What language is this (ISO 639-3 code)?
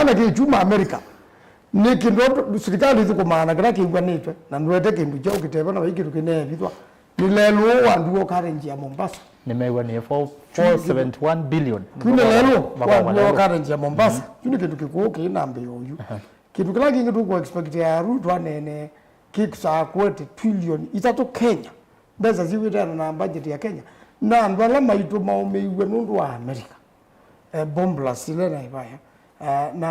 kam